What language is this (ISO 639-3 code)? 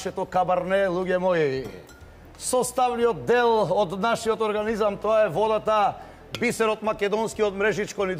mkd